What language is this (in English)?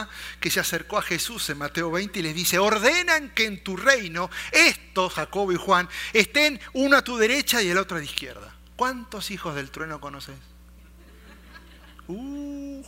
Spanish